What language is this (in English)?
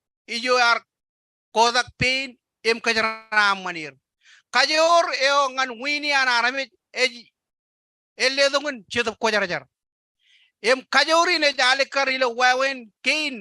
Marshallese